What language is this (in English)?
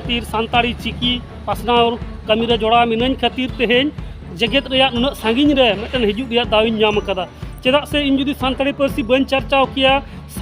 Santali